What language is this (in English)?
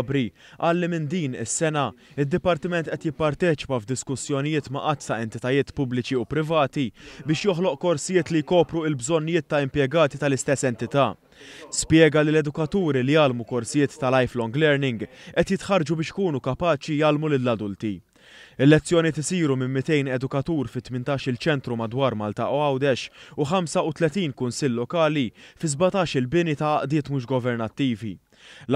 Maltese